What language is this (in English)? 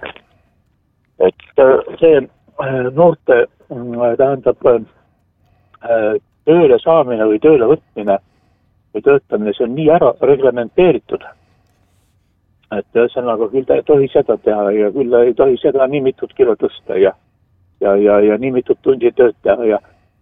Estonian